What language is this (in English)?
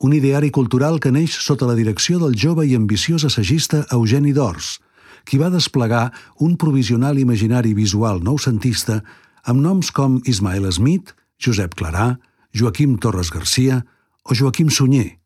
Catalan